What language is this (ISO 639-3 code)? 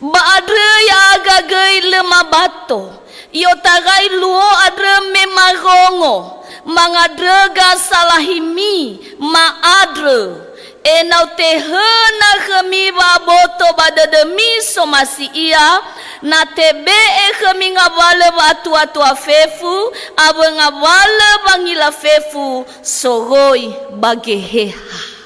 nia